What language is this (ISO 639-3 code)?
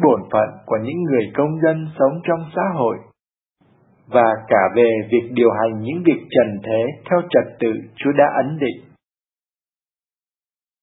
vie